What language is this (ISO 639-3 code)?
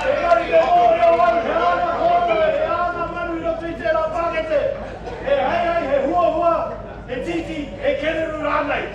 mri